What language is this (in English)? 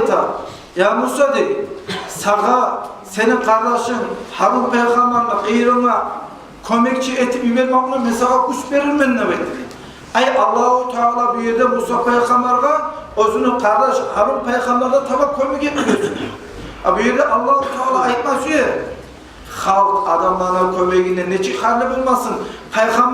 Kumyk